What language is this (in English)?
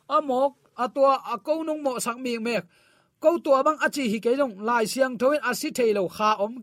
Tedim Chin